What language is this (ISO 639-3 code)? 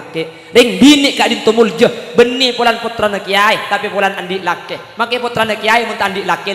mad